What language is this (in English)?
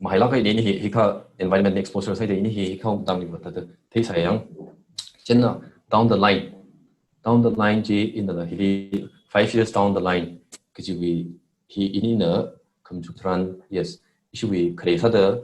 Tangkhul Naga (India)